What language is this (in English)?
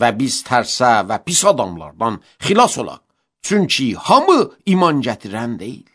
Azerbaijani